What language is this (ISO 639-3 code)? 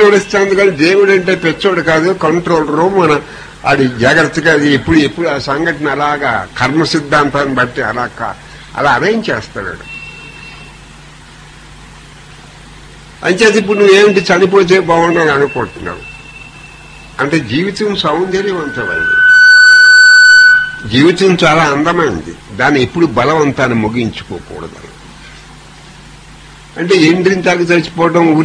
tel